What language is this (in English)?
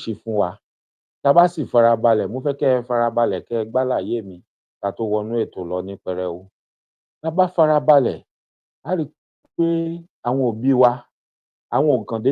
Yoruba